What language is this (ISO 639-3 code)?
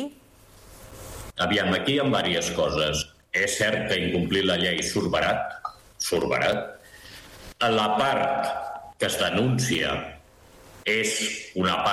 cat